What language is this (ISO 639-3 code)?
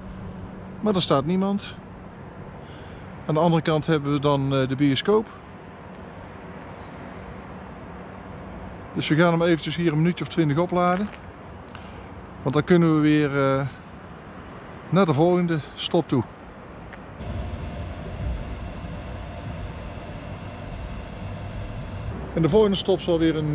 nld